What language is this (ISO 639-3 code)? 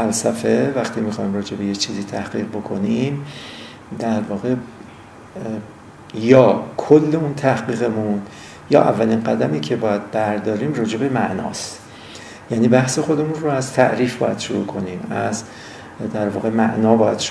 fas